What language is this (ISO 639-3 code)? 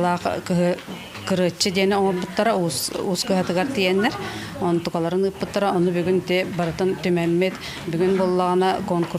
sah